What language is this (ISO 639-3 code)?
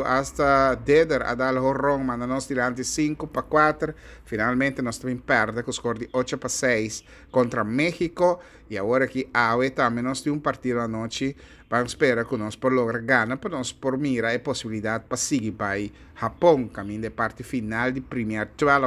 pap